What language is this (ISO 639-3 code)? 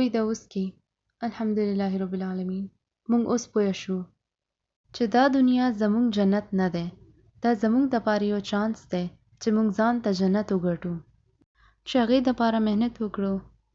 pus